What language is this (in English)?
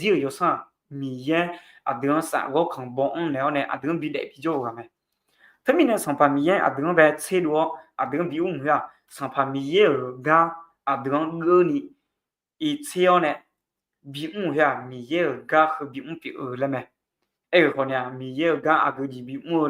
Akha